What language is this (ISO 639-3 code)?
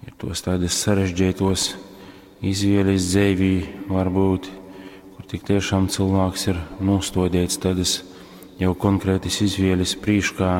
ltg